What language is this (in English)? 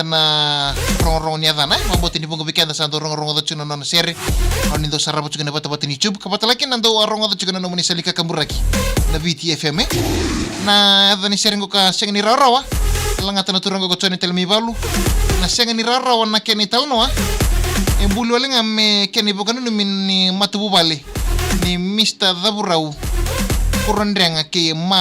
Fijian